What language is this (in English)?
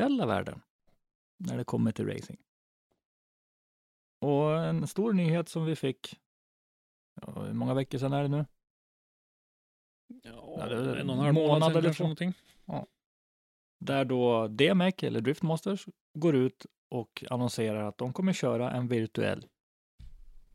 Swedish